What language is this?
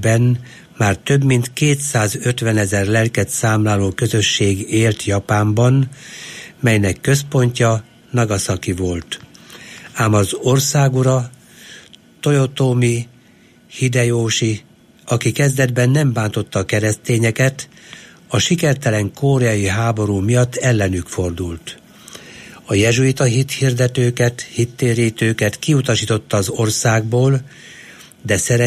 Hungarian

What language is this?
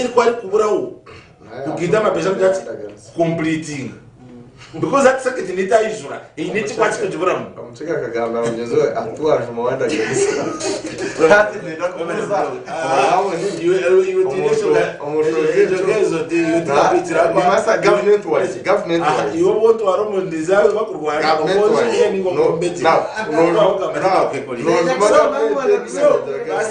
Nyankole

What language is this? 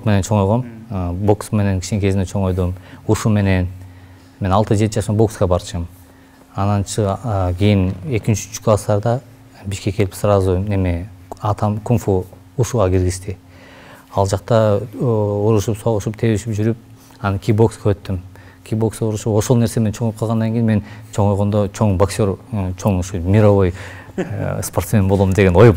Kyrgyz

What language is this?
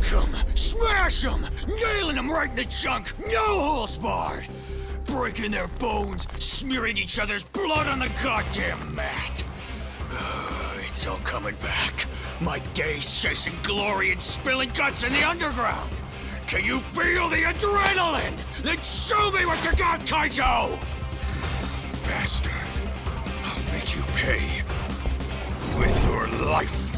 English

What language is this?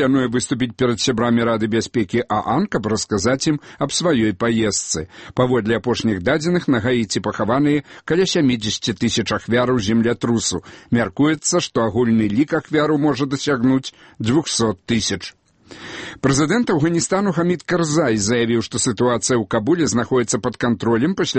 Belarusian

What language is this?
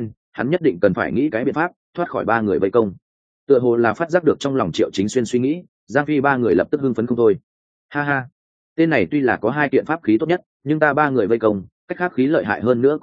Vietnamese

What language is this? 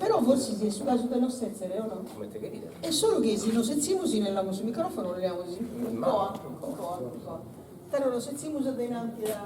Sardinian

